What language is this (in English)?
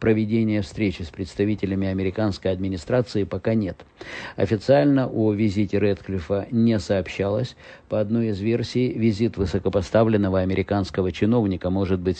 Russian